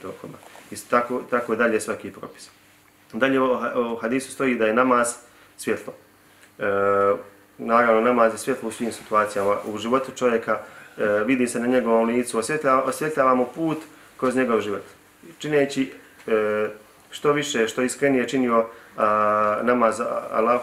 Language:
Bosnian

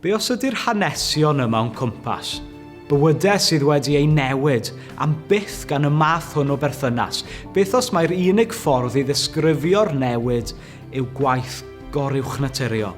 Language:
Welsh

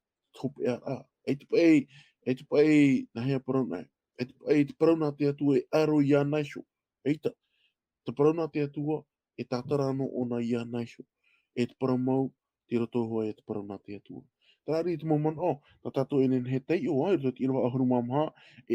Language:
Tahitian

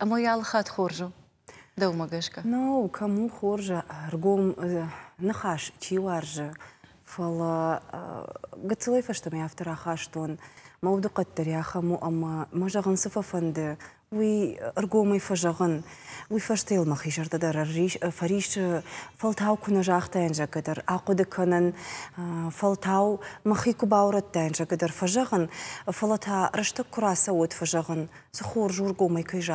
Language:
Ossetic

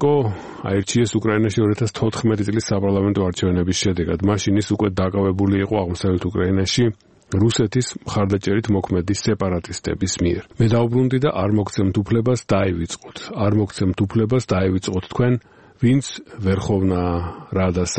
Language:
Georgian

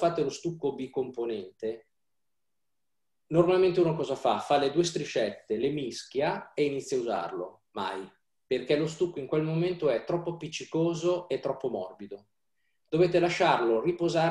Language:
Italian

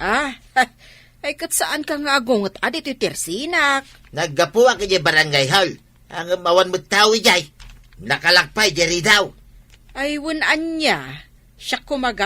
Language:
Iloko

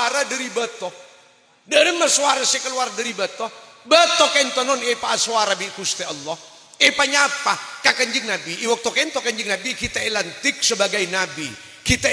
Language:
Madurese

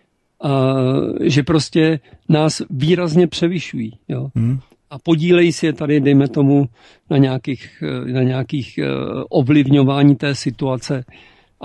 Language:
Czech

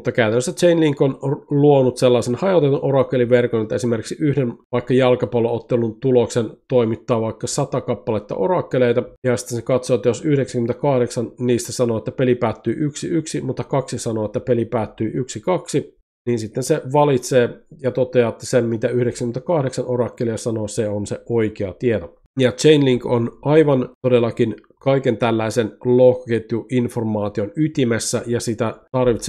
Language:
Finnish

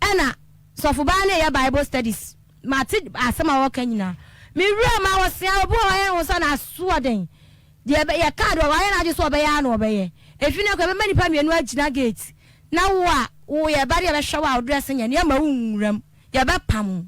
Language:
Akan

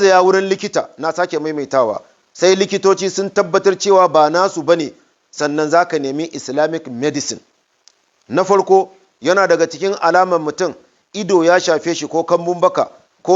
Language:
Hausa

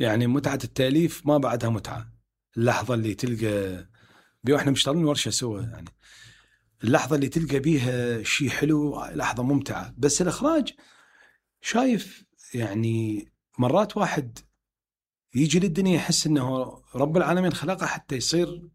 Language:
Mesopotamian Arabic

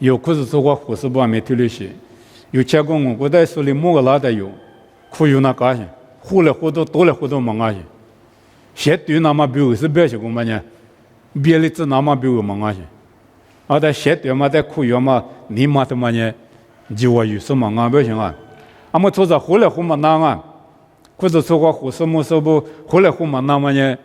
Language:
Lisu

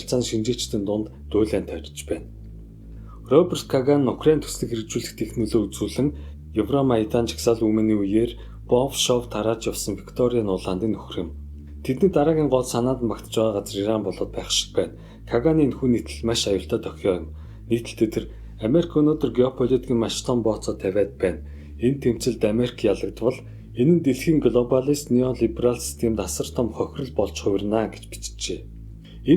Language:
Mongolian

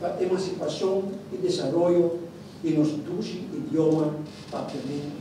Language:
Papiamento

